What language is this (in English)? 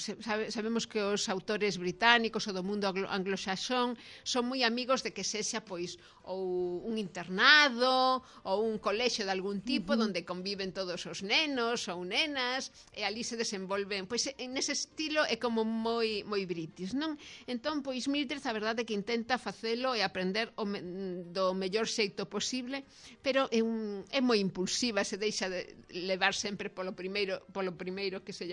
Galician